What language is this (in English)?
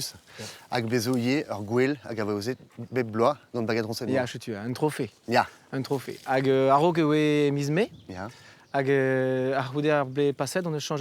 Breton